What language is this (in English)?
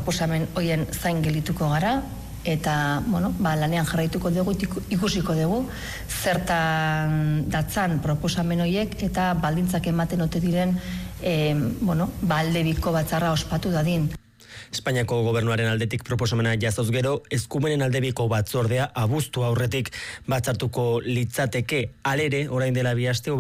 Basque